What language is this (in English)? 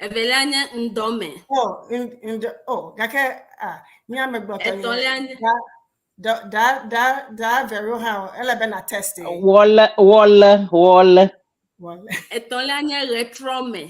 Ewe